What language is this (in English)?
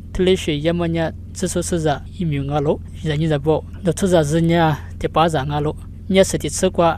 Lisu